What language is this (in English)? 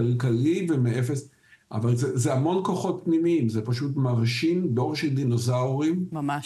Hebrew